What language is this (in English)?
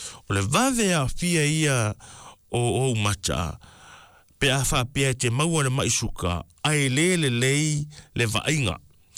Samoan